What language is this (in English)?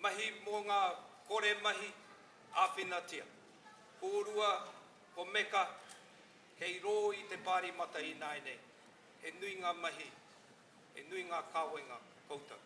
Māori